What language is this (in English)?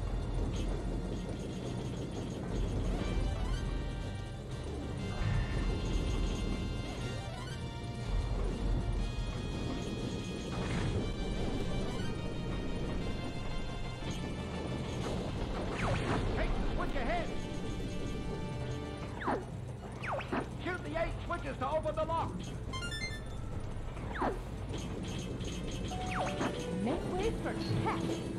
English